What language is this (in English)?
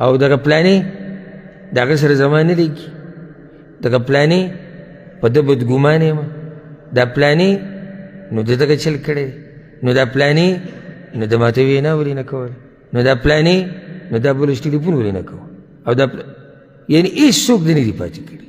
Pashto